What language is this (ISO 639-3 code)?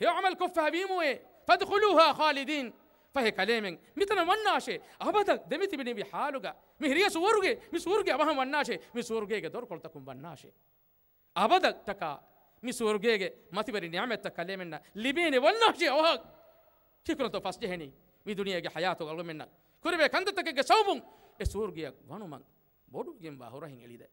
div